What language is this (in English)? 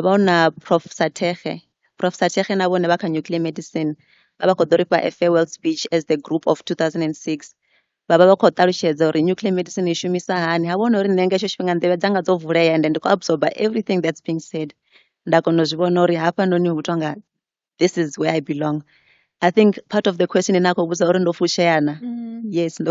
Venda